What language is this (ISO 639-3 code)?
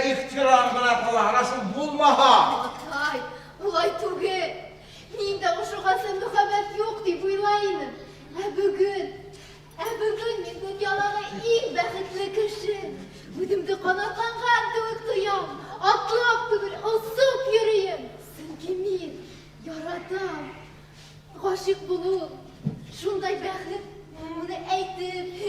bak